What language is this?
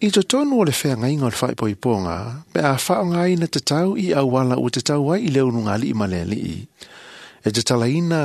Samoan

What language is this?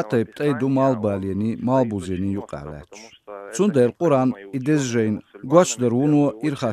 Chechen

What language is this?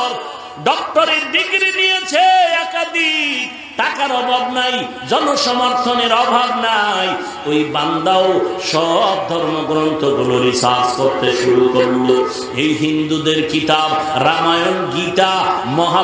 Bangla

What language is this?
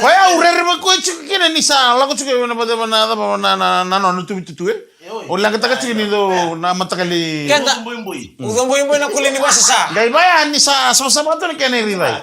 Fijian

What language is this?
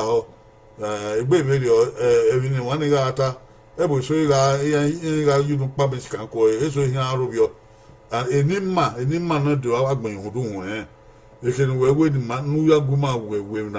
Bini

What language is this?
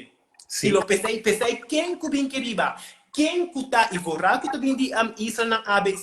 Papiamento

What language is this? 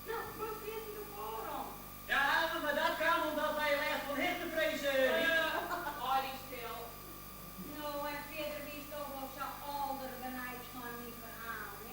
Western Frisian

